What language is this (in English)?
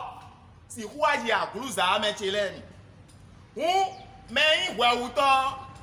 Fon